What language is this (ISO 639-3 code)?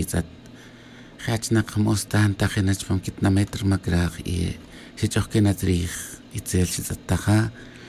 tzj